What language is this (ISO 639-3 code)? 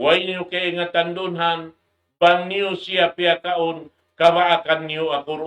tsg